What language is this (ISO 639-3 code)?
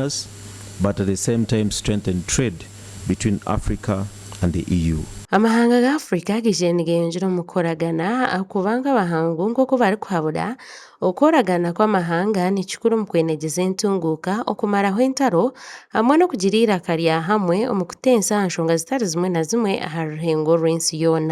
nyn